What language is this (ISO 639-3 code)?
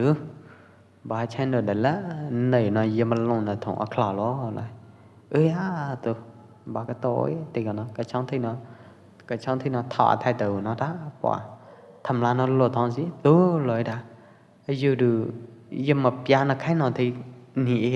kjp